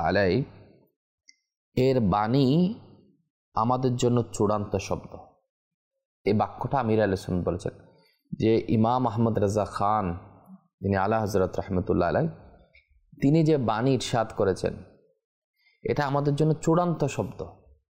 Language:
Bangla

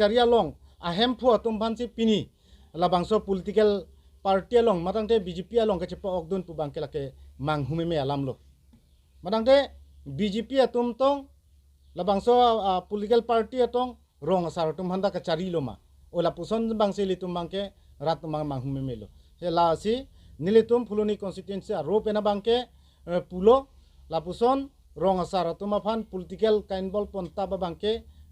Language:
Karbi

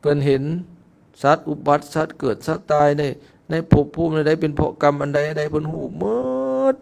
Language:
Lao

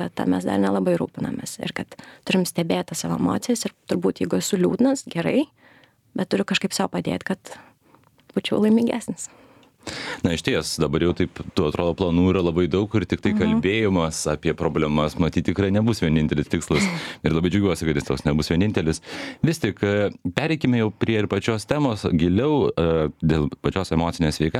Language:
Lithuanian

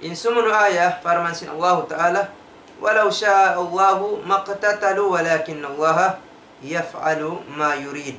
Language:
Tausug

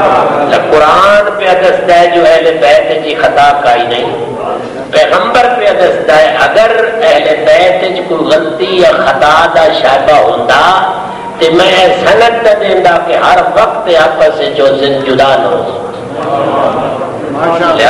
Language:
Urdu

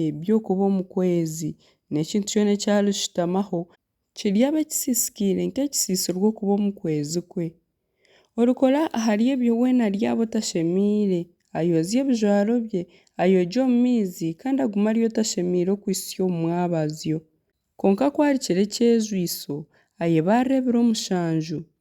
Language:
Nyankole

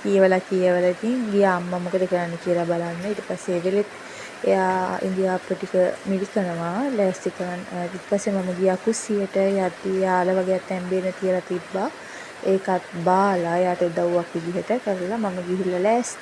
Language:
Sinhala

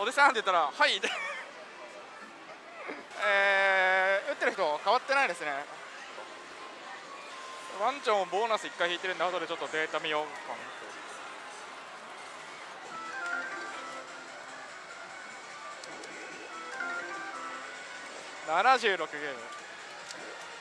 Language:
Japanese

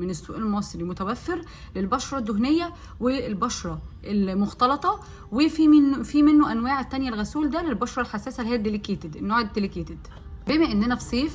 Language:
Egyptian Arabic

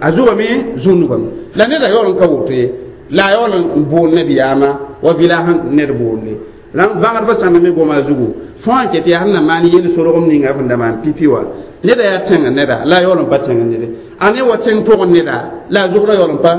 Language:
Mossi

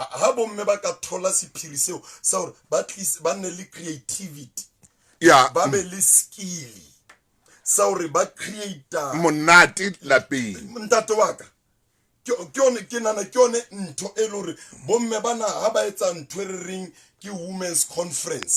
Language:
Southern Sotho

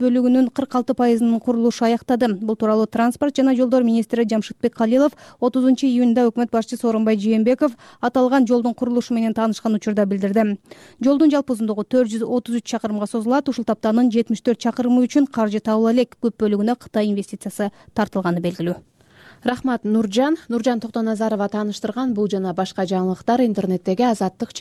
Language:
Kyrgyz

